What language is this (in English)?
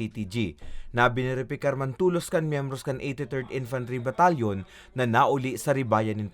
Bikol